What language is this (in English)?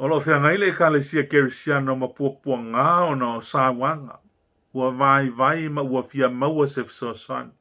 Samoan